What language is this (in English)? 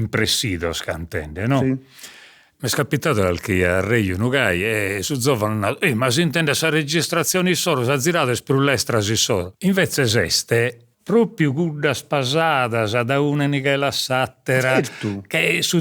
Sardinian